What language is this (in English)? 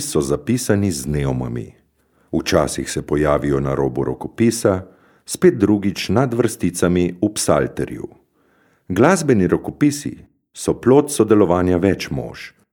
Slovenian